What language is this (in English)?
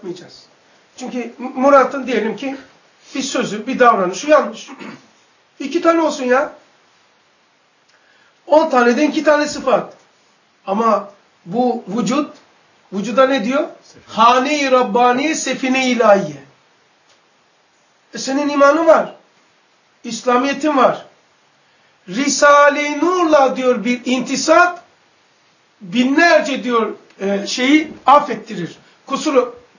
Turkish